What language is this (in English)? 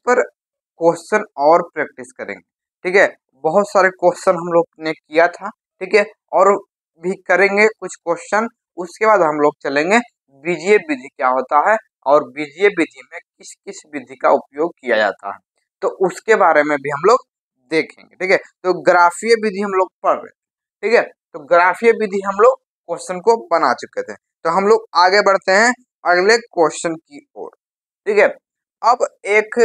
Hindi